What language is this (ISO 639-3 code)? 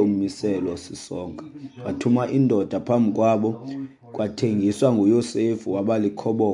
xho